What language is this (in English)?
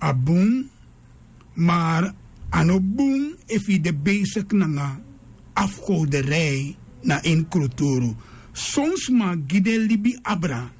Sranan Tongo